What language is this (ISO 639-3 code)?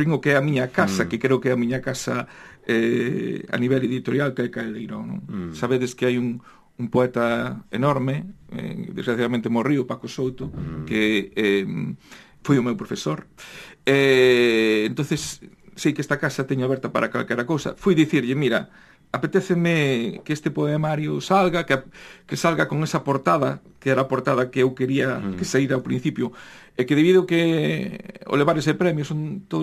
glg